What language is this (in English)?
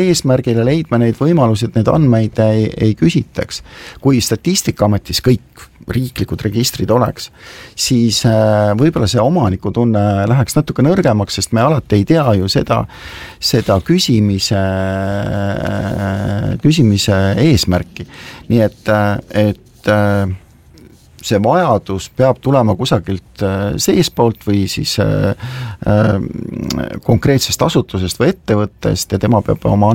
Estonian